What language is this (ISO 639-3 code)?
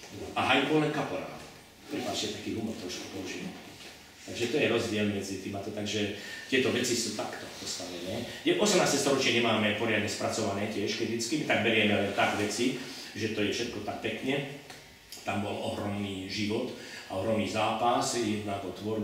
slk